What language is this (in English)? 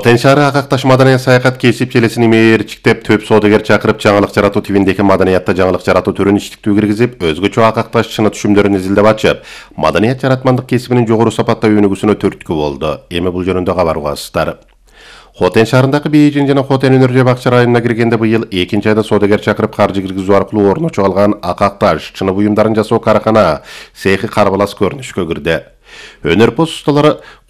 Kyrgyz